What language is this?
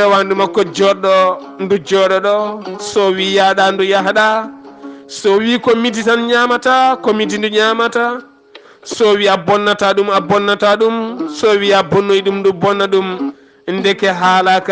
Fula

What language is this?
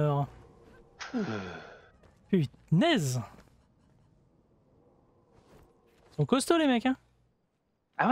French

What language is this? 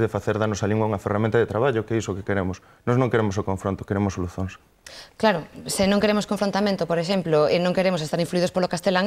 Galician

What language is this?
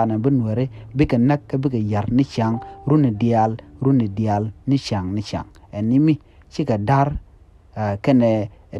Nuer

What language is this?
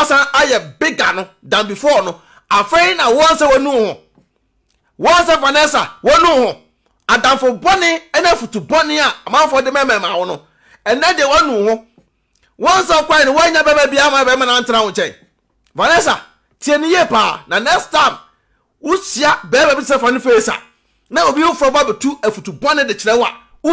Akan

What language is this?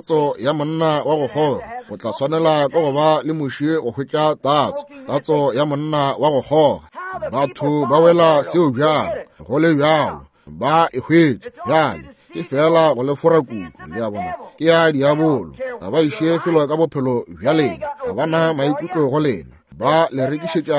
Northern Sotho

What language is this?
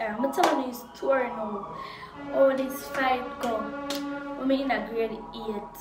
Jamaican Creole English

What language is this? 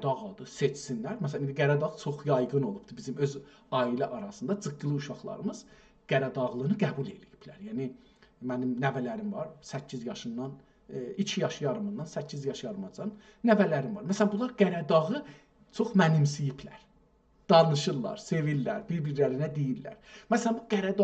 South Azerbaijani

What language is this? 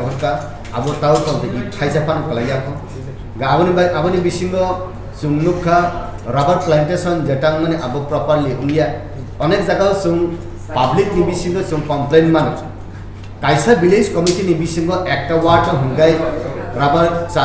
Kok Borok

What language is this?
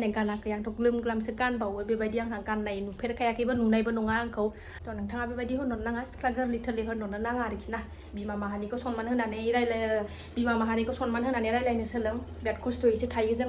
Bodo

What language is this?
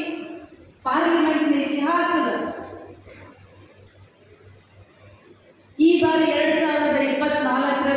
Kannada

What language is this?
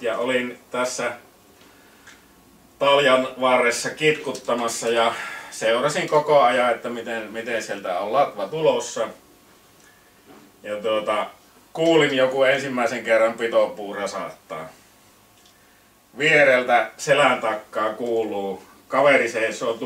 Finnish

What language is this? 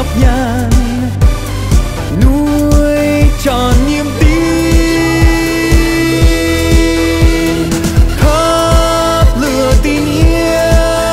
Vietnamese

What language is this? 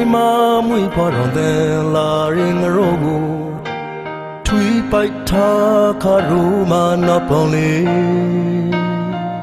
Burmese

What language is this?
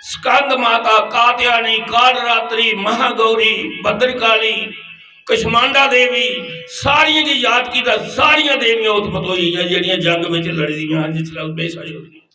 Dogri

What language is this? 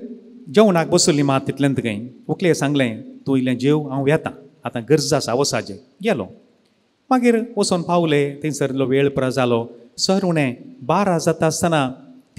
Konkani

